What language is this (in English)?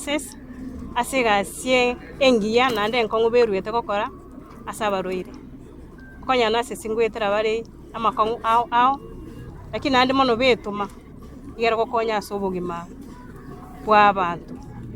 Gusii